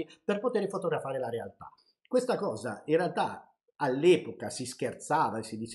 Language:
Italian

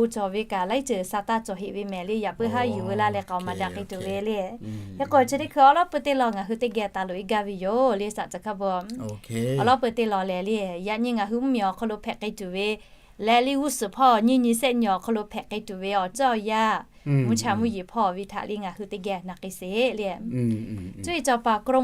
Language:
Lahu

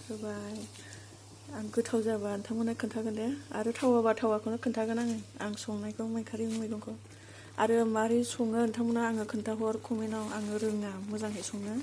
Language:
Bodo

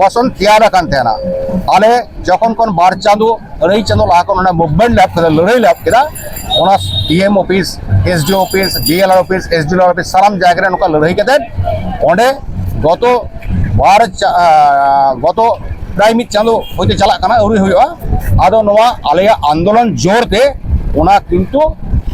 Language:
Santali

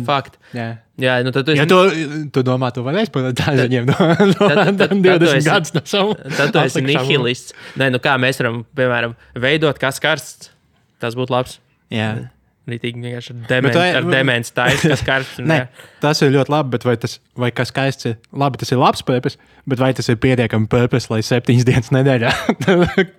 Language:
Latvian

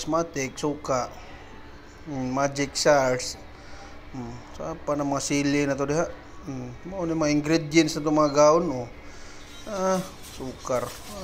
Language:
Cebuano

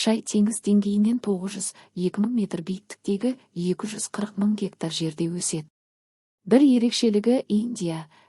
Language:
Kazakh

